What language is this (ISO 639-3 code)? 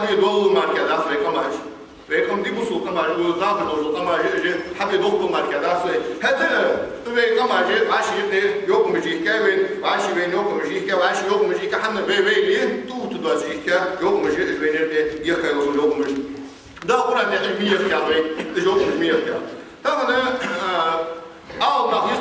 inh